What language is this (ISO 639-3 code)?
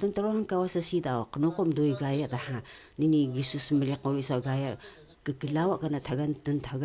trv